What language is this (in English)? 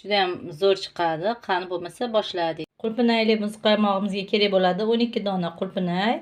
Uzbek